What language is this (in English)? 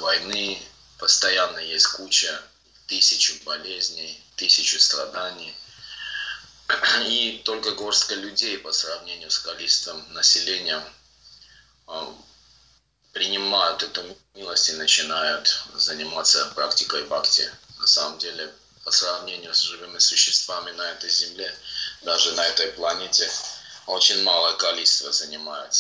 Russian